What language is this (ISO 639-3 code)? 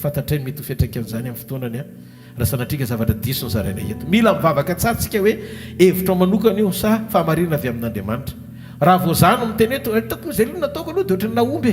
mlg